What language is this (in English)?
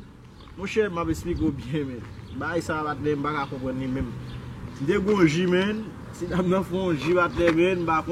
Haitian Creole